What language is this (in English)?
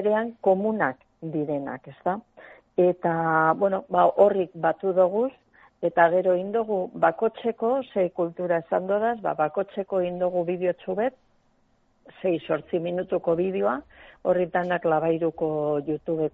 Basque